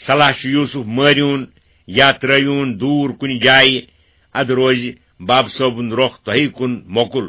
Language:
Kashmiri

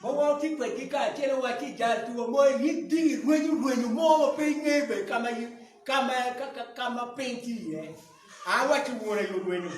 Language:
Acoli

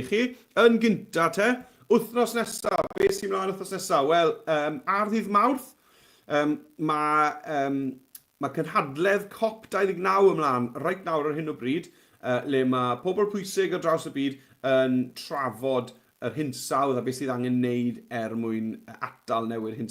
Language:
Welsh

